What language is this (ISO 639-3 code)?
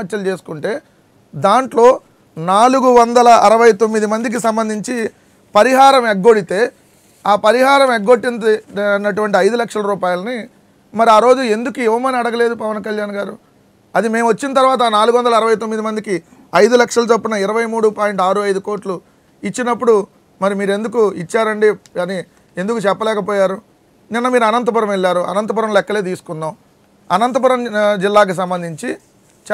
tel